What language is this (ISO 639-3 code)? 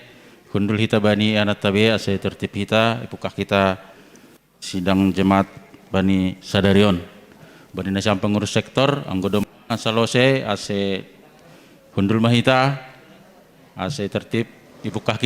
bts